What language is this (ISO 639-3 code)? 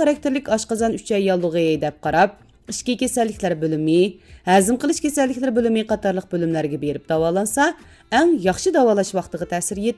uig